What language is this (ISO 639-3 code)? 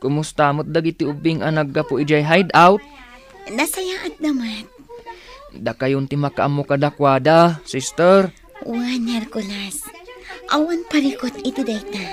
ilo